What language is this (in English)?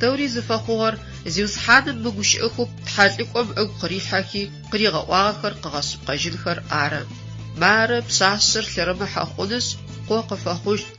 Adyghe